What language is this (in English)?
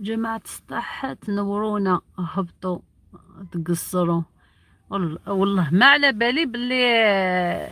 Algerian Arabic